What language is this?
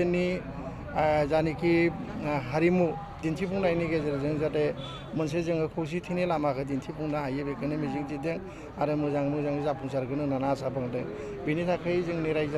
Bodo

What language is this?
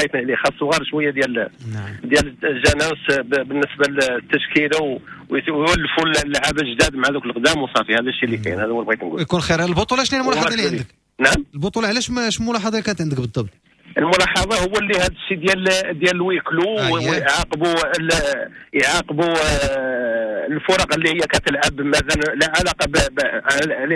Moroccan Arabic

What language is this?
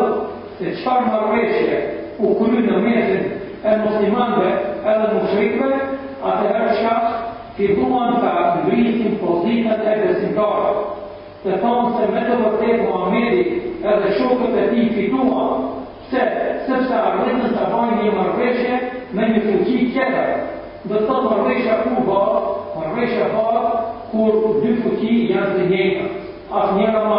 Albanian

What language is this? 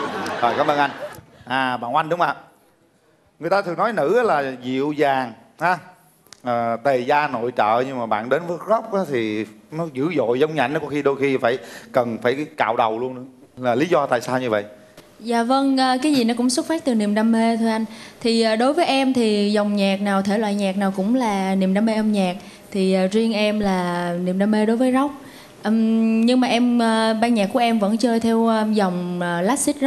Vietnamese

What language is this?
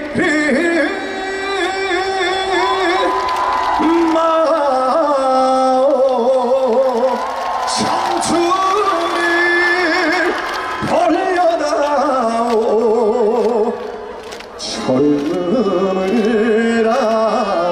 Korean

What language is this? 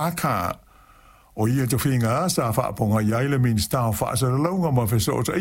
Samoan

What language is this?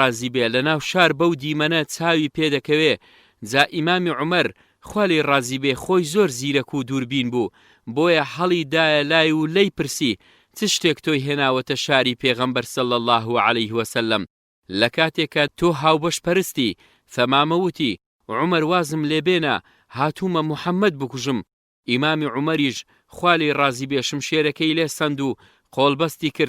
Central Kurdish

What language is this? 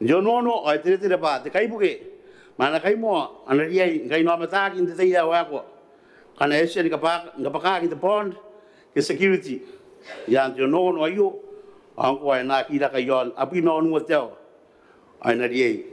Gilbertese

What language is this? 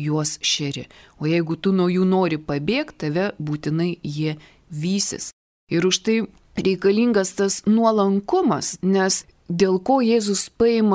Lithuanian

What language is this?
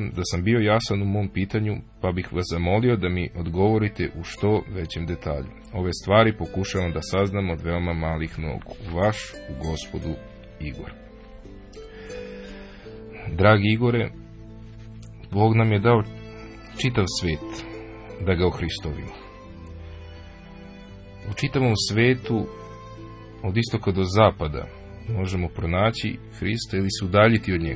Serbian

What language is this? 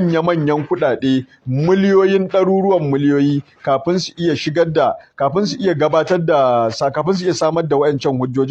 Hausa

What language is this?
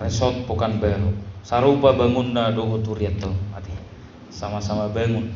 Batak Toba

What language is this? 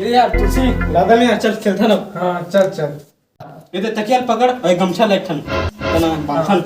Chhattisgarhi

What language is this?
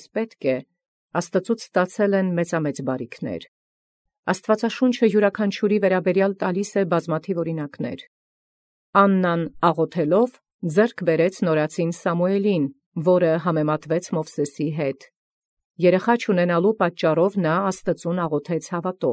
Armenian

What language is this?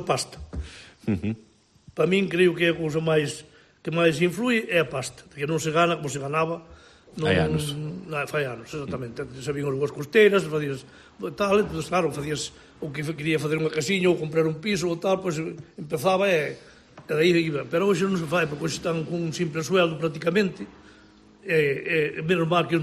Galician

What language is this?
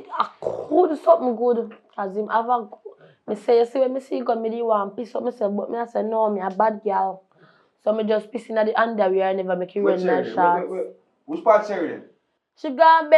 Jamaican Creole English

